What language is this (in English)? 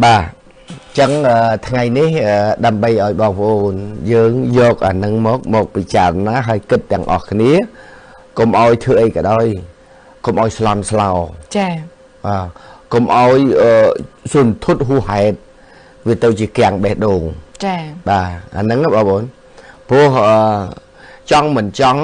Khmer